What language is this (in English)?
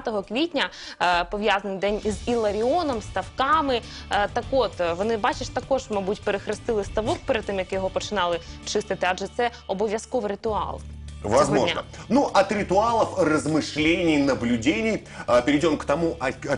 Ukrainian